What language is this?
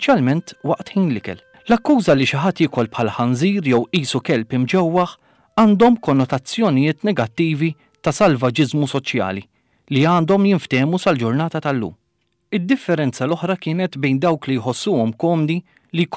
Maltese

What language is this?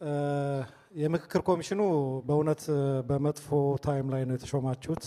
Amharic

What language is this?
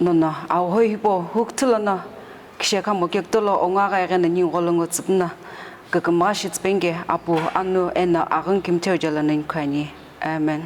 Sumi Naga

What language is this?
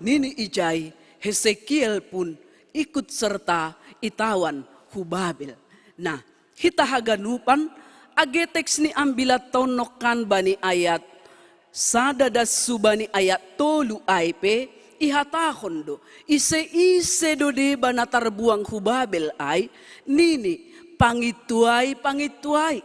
Batak Simalungun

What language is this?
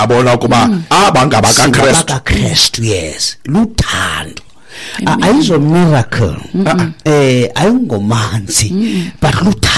Xhosa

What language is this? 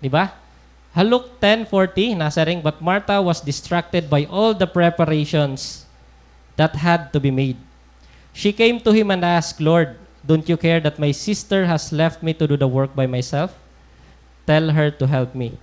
Waray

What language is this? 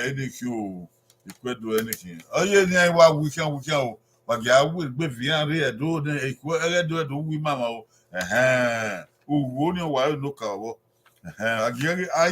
Bini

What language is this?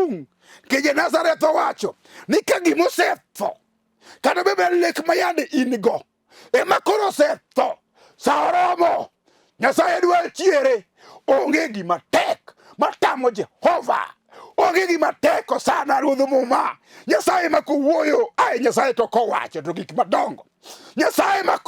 Luo (Kenya and Tanzania)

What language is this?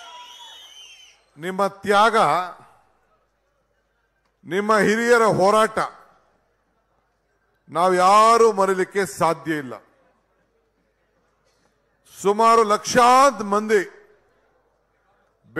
Kannada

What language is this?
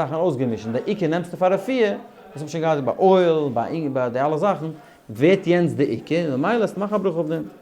Yiddish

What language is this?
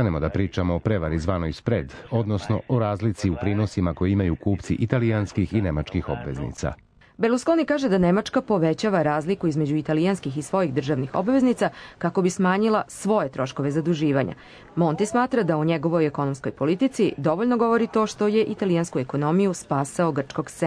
Serbian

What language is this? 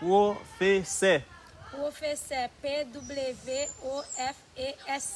Haitian Creole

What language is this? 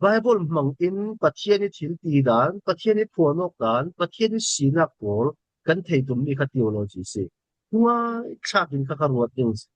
Falam Chin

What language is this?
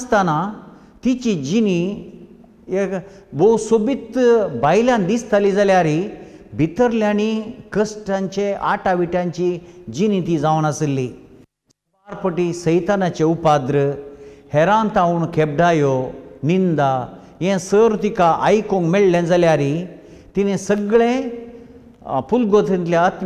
Konkani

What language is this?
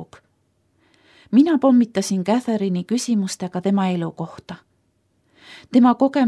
Estonian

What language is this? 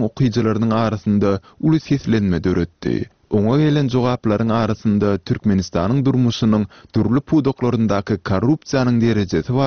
Turkmen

